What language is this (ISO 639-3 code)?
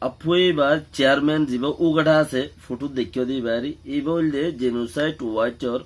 rhg